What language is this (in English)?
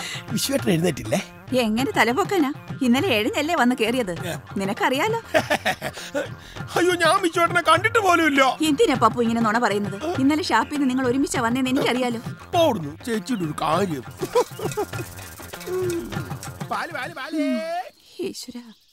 Malayalam